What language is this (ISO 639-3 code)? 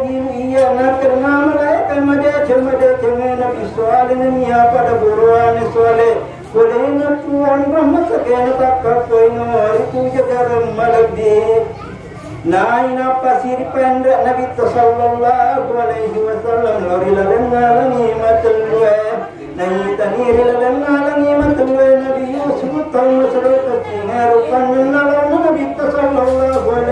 bug